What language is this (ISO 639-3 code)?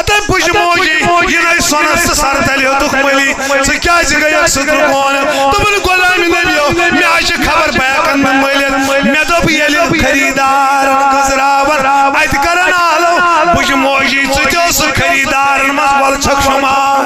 kas